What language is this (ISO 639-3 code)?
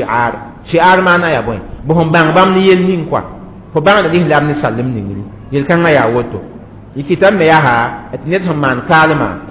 mos